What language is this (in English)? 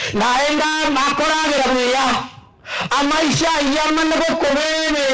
Gusii